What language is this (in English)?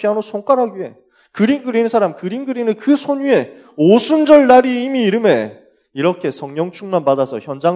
Korean